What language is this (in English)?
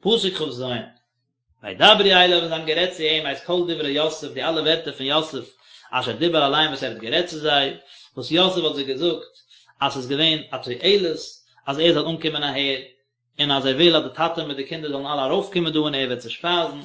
Yiddish